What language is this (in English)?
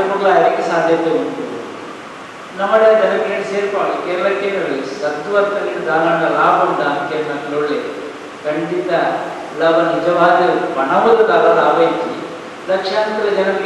Kannada